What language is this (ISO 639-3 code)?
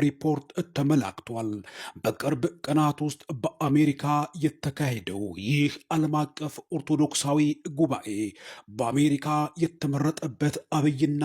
amh